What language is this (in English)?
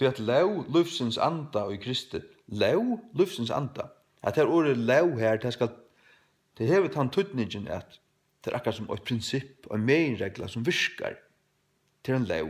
Faroese